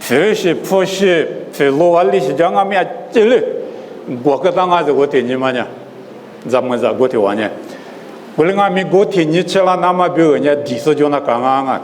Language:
Lisu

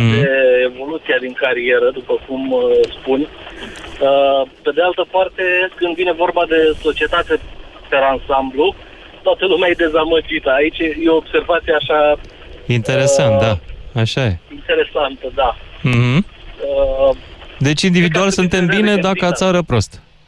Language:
Romanian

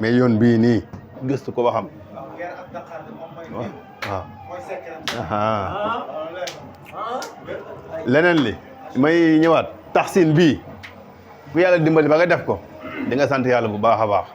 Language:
Wolof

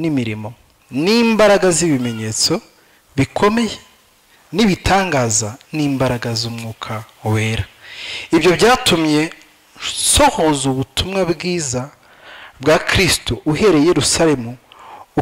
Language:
Kinyarwanda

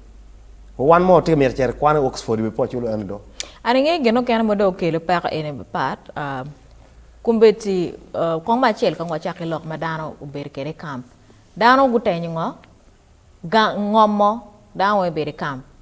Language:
Acoli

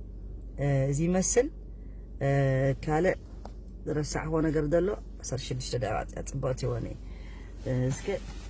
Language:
Tigrinya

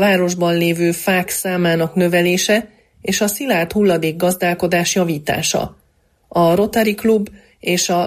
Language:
Hungarian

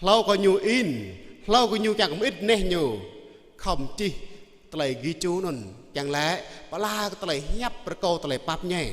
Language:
Jarai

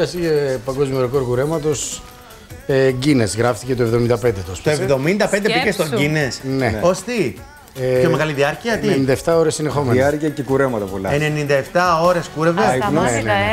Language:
Greek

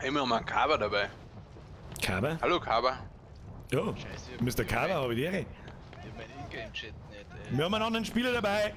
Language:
Bavarian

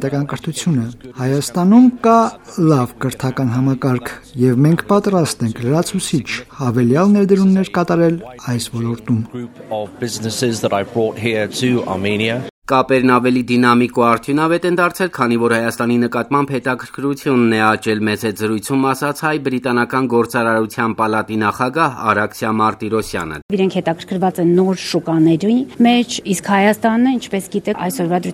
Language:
Armenian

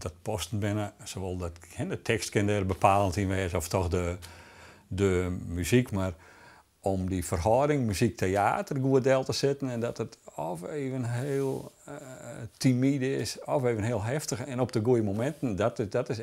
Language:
Western Frisian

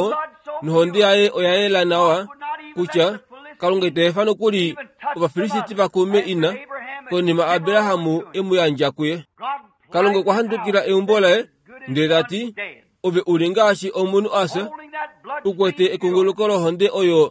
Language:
Kuanyama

